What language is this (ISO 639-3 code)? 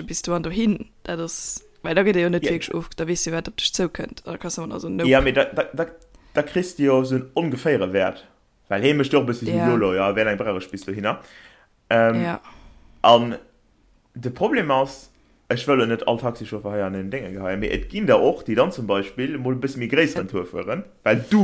ltz